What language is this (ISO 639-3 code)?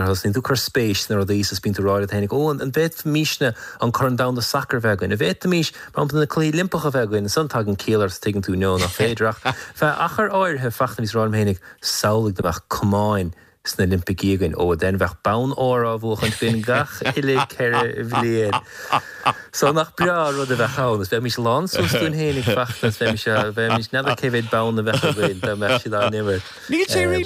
gle